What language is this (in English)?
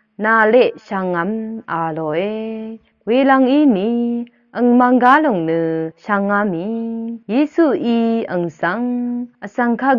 Rawang